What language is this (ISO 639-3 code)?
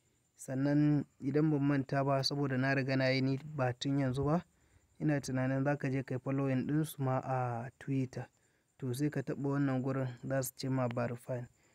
hau